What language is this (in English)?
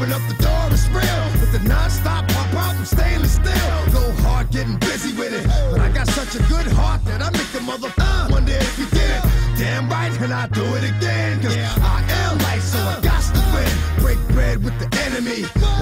English